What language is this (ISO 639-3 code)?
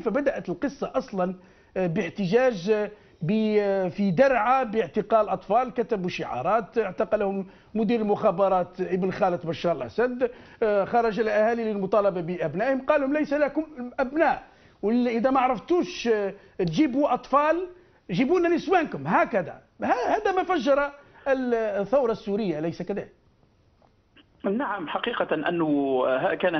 ara